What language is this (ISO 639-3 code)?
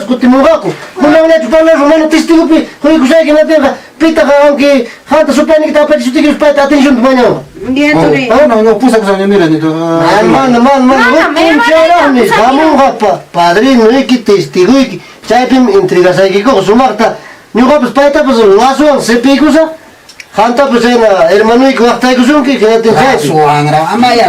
quy